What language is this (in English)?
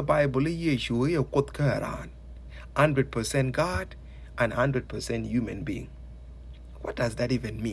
Nuer